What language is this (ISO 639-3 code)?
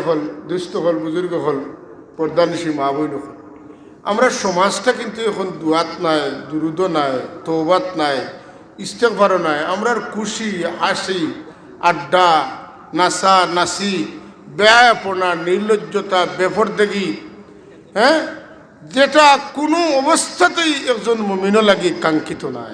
syl